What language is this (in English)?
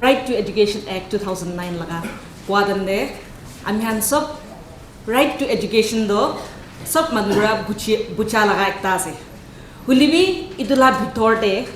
Naga Pidgin